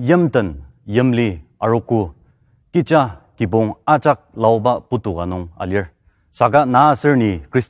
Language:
Ao Naga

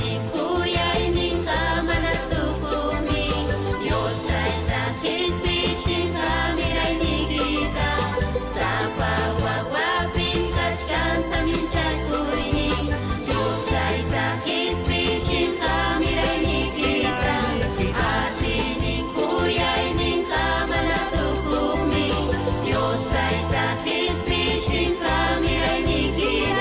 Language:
Ayacucho Quechua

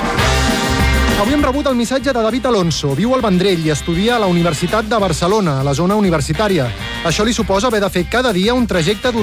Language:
Catalan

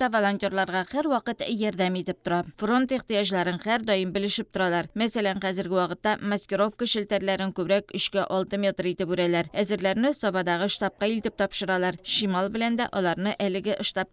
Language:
Tatar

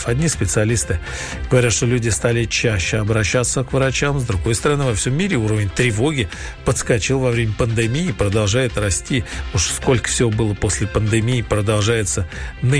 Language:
Russian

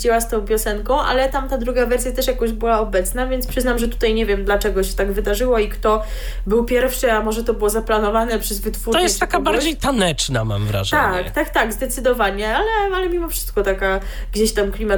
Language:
Polish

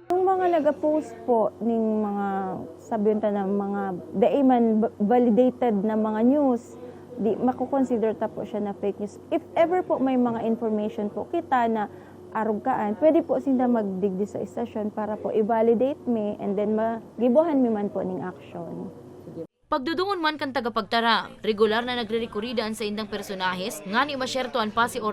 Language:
Bikol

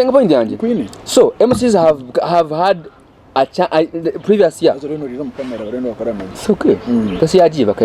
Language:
Nyankole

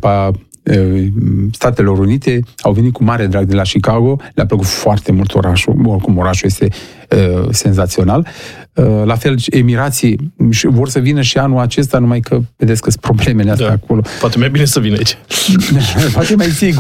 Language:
Romanian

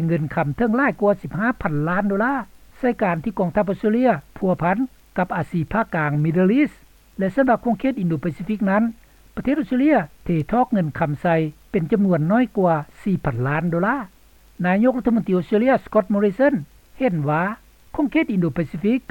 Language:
Lao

